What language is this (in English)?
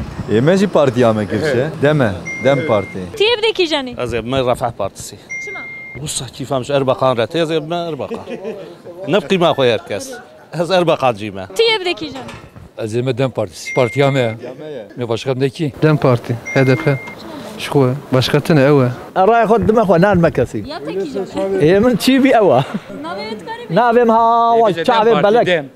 Kurdish